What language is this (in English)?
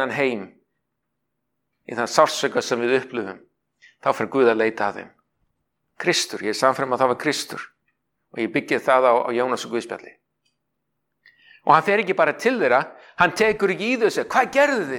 Icelandic